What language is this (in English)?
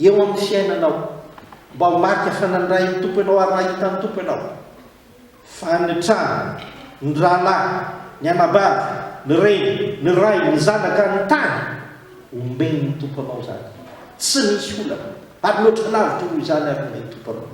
Malagasy